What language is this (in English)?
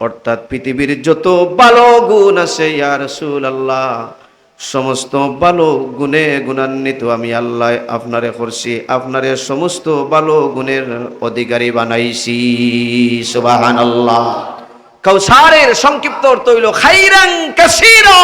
Sylheti